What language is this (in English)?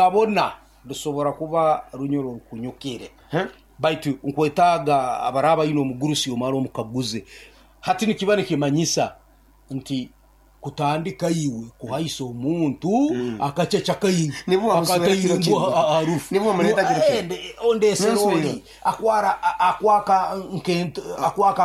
Nyoro